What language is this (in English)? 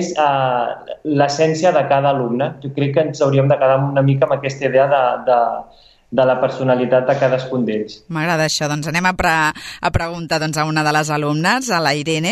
Catalan